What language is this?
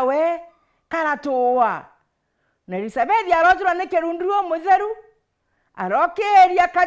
Meru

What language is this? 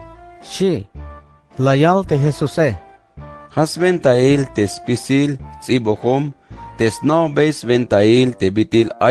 Tzeltal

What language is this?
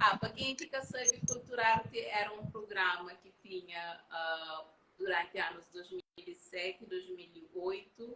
Kabuverdianu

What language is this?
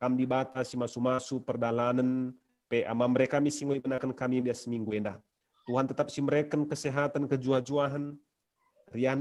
Batak Karo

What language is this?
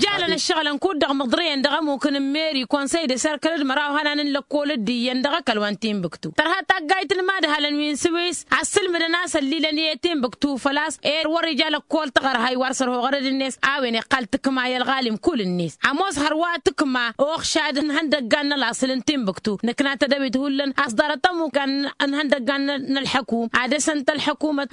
Tamasheq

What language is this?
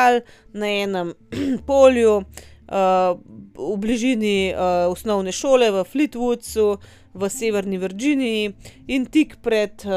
Slovenian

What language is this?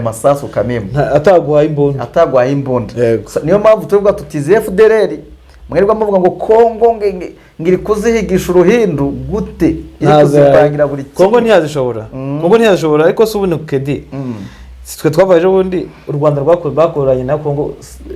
Kinyarwanda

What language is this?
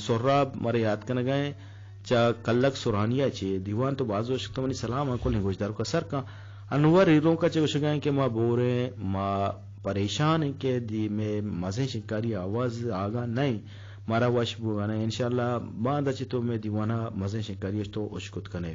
Eastern Balochi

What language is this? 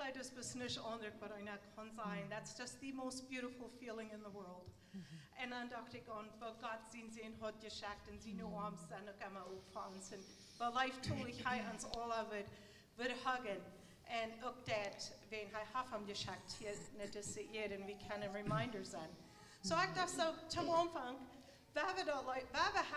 Plautdietsch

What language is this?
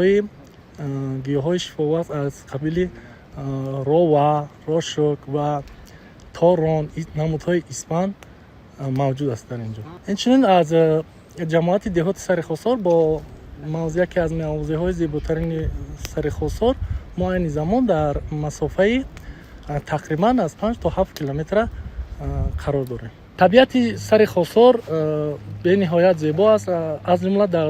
Tajik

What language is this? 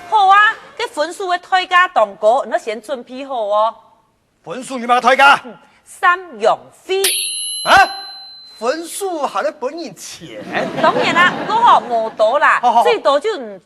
Hakka Chinese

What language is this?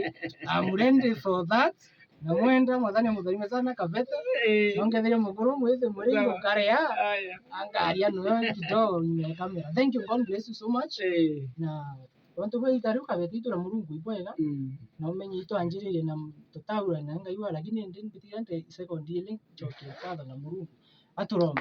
Meru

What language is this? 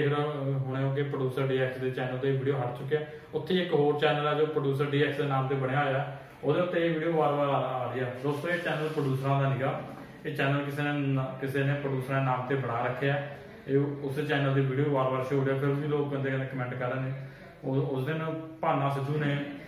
Punjabi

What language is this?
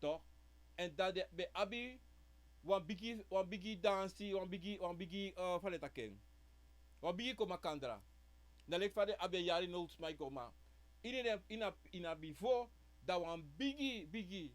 Sranan Tongo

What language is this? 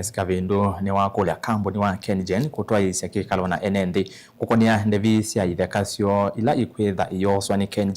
Kamba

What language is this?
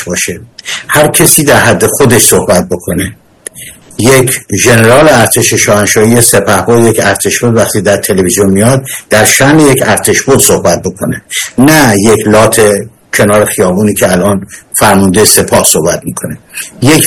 Persian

